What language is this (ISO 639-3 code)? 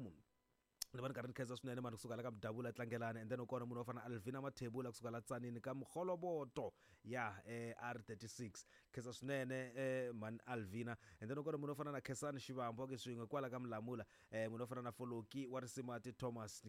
tso